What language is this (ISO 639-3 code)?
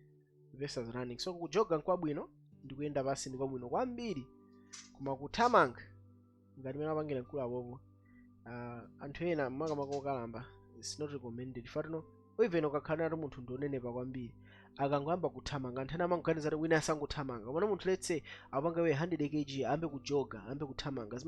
nya